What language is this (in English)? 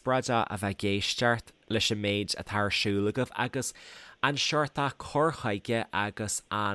Irish